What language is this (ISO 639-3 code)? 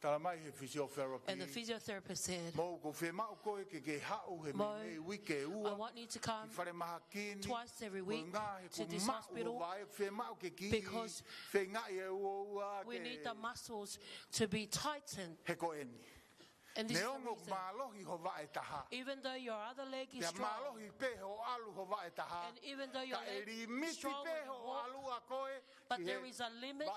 ton